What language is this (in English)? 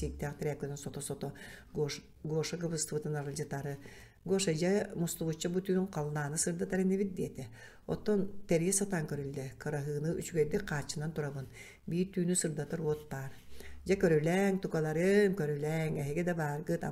Yakut